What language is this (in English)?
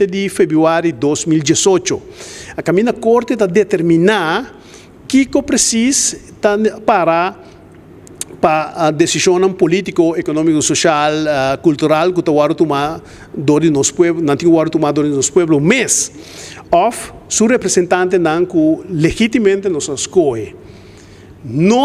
Papiamento